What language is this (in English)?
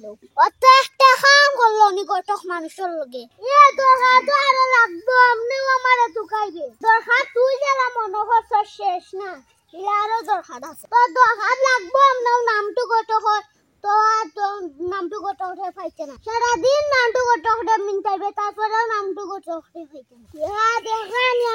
Sylheti